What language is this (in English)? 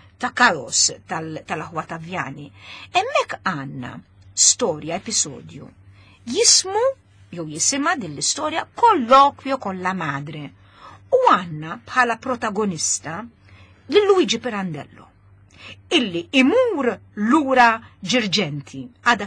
Maltese